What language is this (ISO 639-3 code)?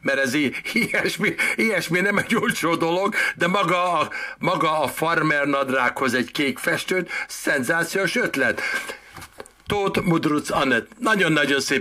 hun